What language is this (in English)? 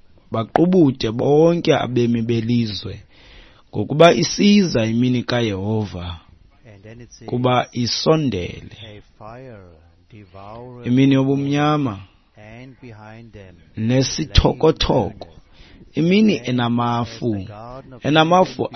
Xhosa